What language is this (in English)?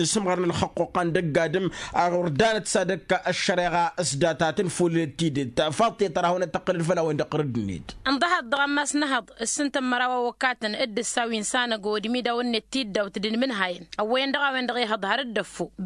Tamasheq